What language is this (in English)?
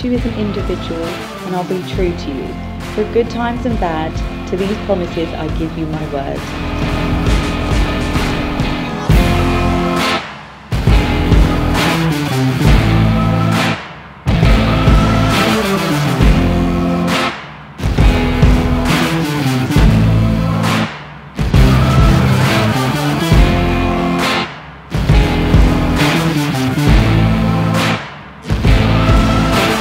English